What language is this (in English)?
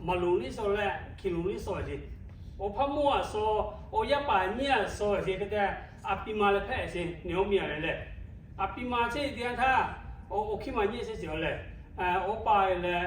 Lahu